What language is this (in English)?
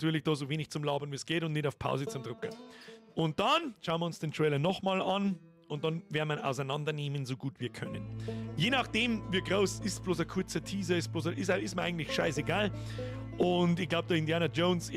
Bavarian